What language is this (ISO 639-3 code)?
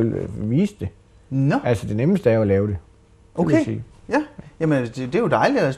dan